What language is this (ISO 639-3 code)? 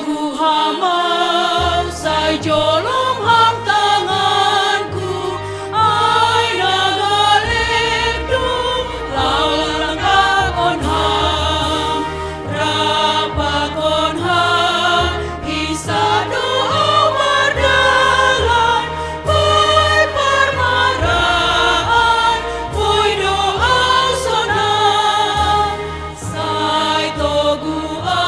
bts